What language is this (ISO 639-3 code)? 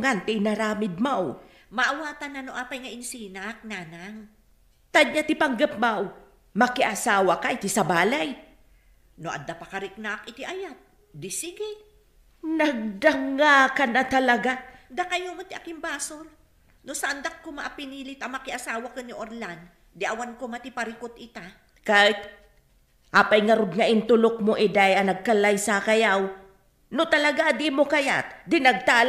ilo